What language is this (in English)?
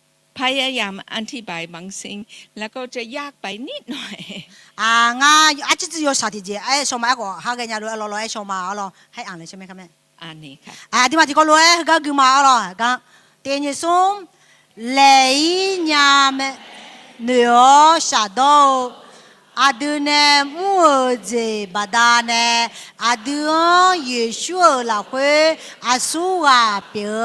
Akha